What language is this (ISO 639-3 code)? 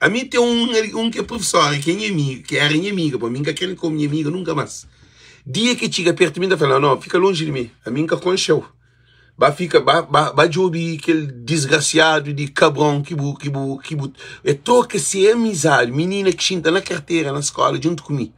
kea